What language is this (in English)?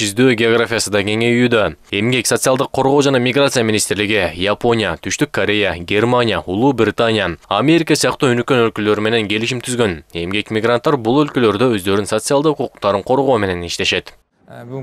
Kyrgyz